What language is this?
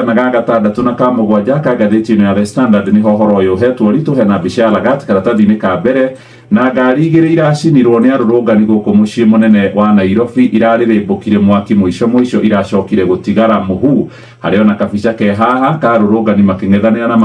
Kikuyu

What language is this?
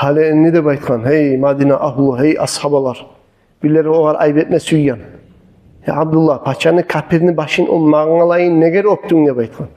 Kumyk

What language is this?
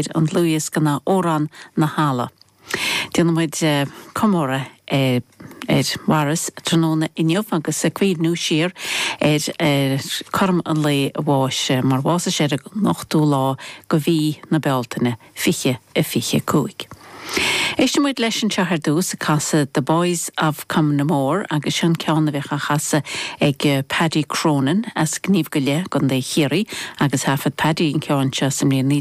Irish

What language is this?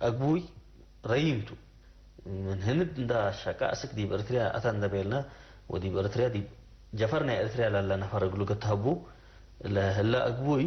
Tigre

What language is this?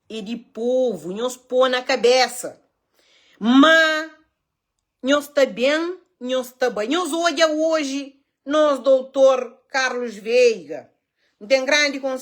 Kabuverdianu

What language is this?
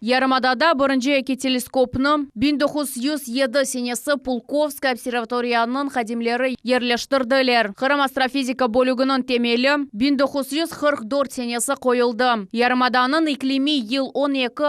Crimean Tatar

